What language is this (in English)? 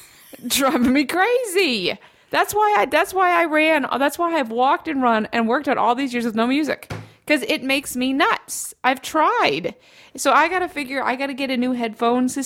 English